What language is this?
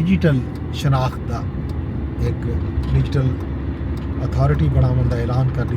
Saraiki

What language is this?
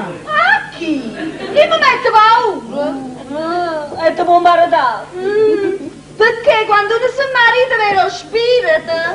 Neapolitan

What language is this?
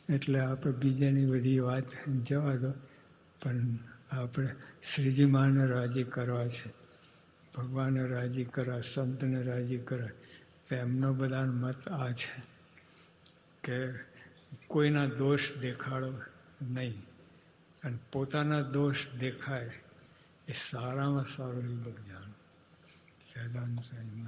Gujarati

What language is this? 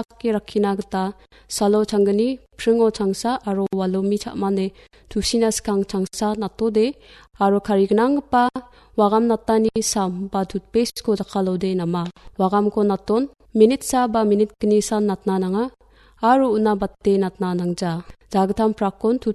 Garo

